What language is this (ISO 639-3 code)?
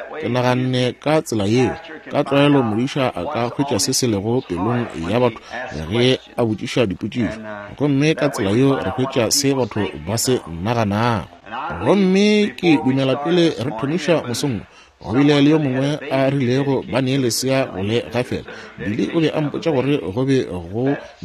nso